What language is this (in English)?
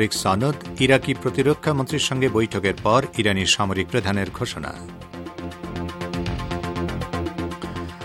Bangla